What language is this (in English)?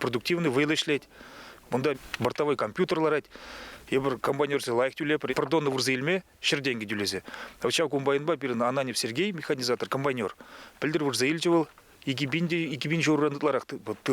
Chuvash